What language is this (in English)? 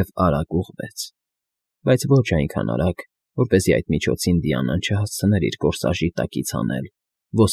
Armenian